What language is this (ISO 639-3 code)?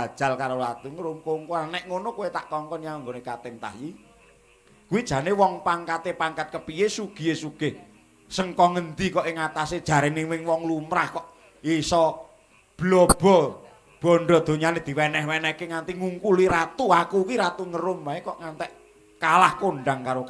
jav